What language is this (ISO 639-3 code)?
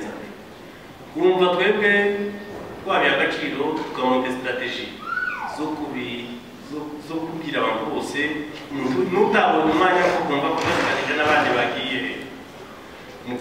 kin